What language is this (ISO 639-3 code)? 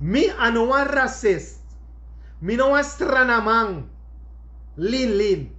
srn